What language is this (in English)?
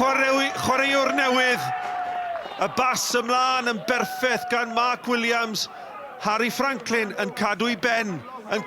Welsh